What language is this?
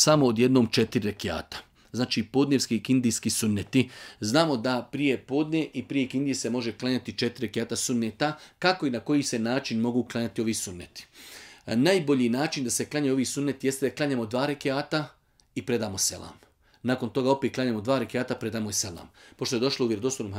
Bosnian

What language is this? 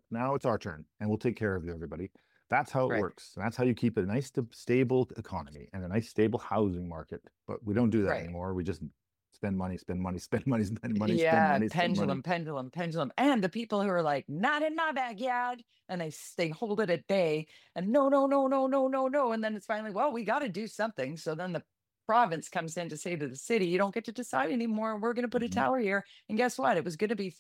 English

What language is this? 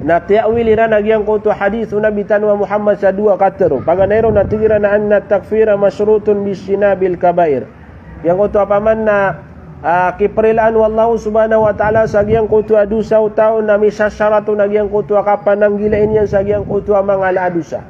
Maranao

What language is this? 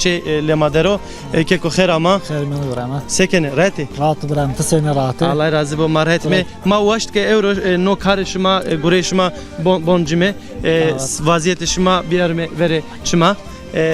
Zaza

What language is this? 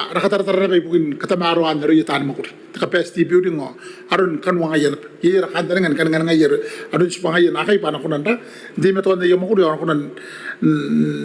Gilbertese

